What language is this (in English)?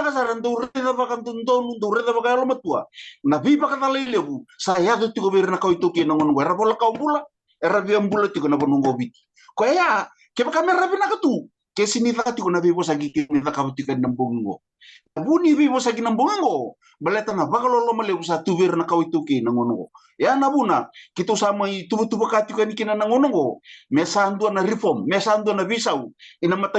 Fijian